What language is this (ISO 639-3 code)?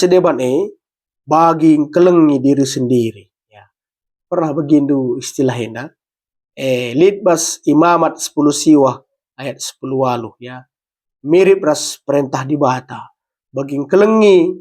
btx